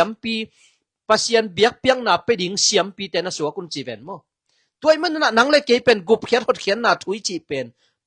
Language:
Tedim Chin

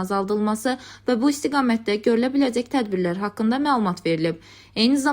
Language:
Azerbaijani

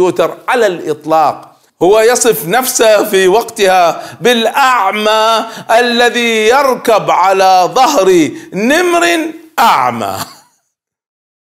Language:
Arabic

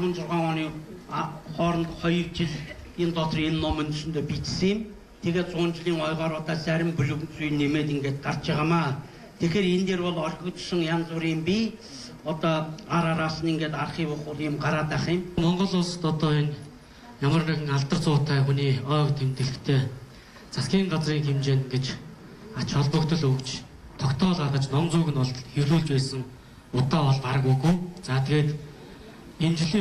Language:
Mongolian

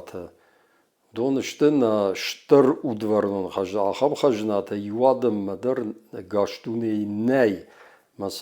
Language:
Ossetic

